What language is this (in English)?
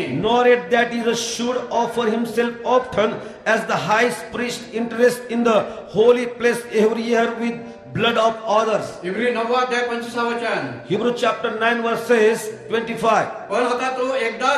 Marathi